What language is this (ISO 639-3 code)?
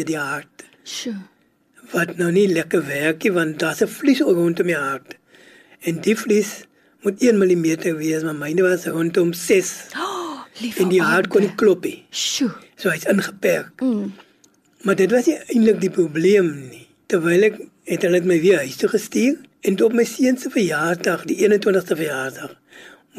afr